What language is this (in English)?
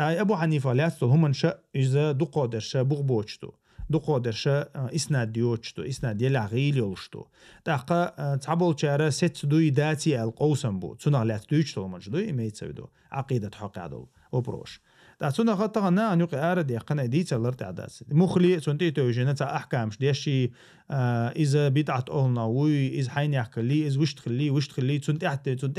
Chechen